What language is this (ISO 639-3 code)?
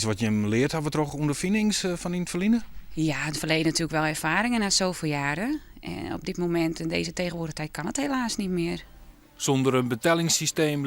fry